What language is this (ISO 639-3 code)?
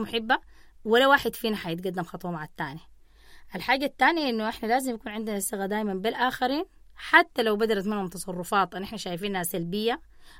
apd